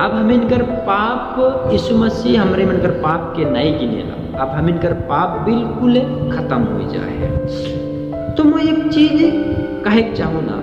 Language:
Sadri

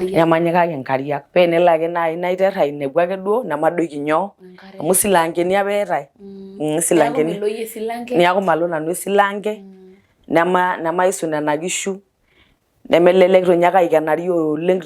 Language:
Masai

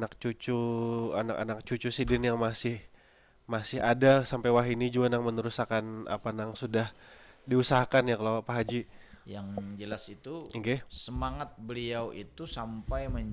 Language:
Banjar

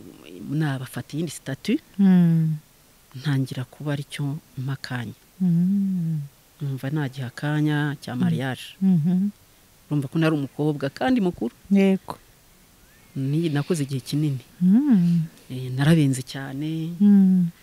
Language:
Kinyarwanda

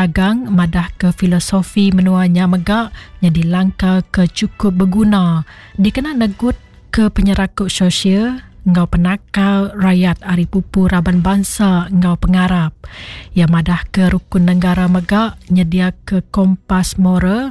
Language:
Iban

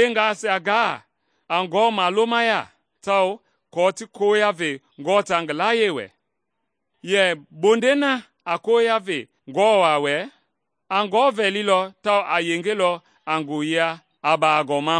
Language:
Mende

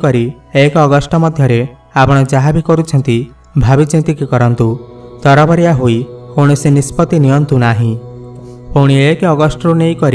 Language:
Odia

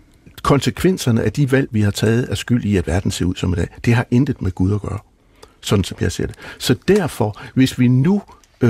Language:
Danish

